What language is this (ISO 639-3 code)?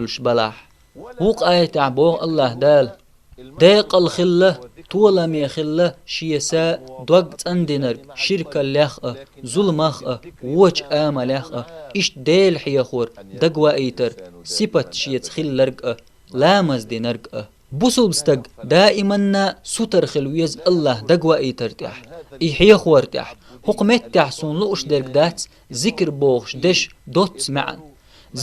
che